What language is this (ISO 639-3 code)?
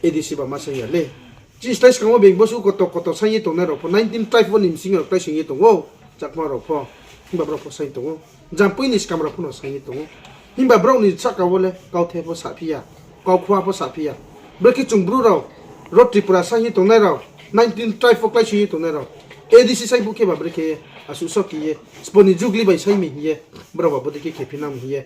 ria